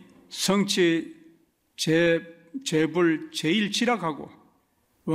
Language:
Korean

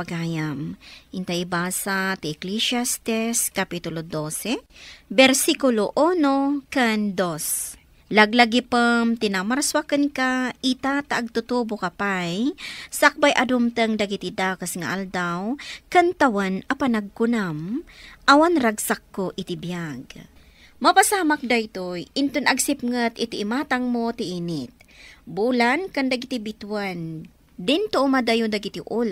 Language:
Iloko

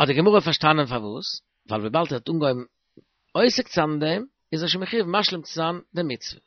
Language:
Yiddish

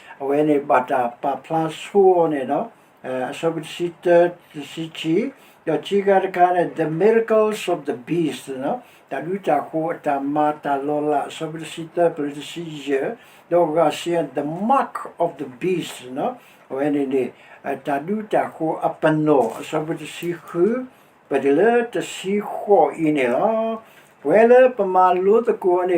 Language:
S'gaw Karen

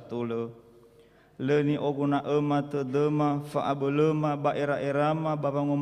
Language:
Nias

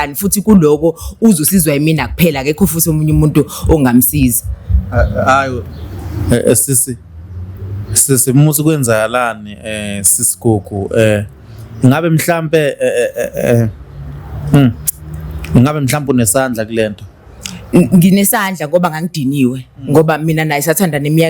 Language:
Zulu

